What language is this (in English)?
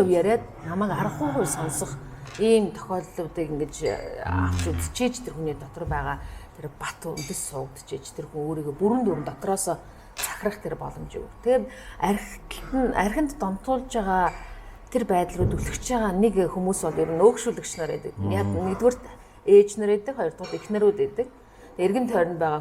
Mongolian